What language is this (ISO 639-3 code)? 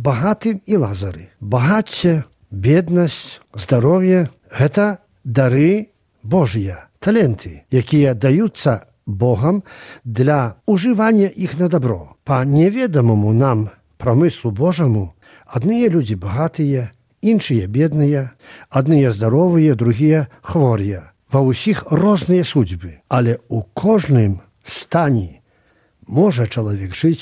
bel